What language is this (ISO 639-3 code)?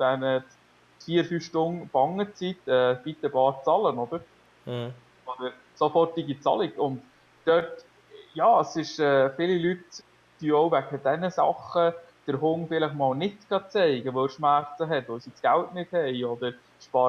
gsw